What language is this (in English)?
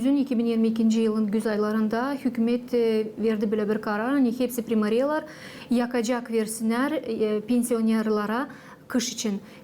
Gagauz